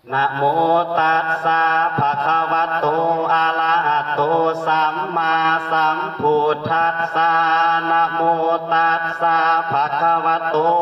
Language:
Pali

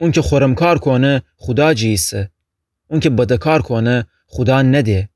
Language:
Gilaki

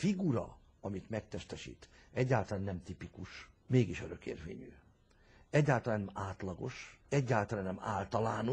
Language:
Hungarian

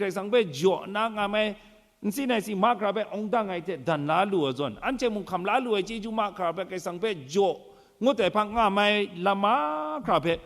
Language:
Kachin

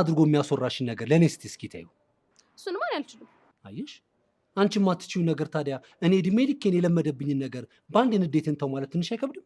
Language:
Amharic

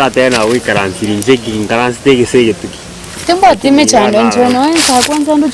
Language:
Gusii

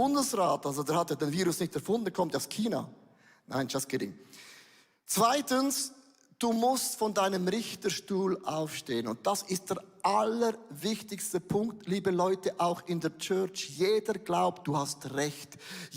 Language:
Swiss German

